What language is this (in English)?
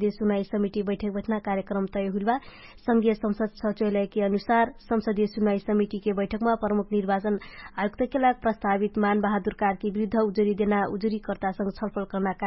Dangaura Tharu